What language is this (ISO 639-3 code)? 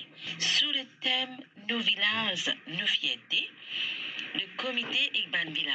mfe